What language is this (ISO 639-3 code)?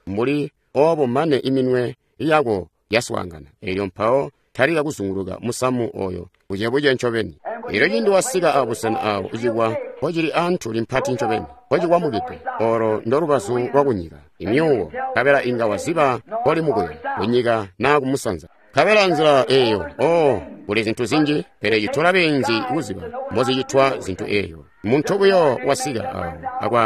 toi